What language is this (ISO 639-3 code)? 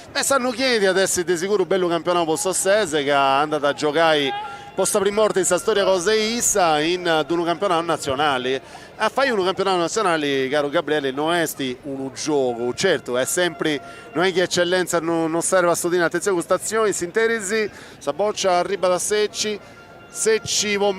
srd